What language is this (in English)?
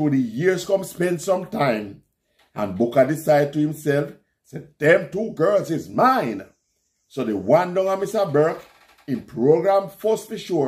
Jamaican Creole English